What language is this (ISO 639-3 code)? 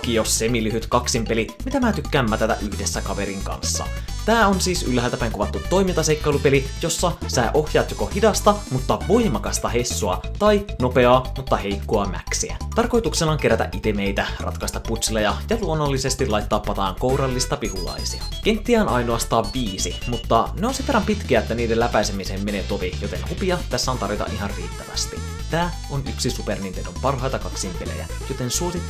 fin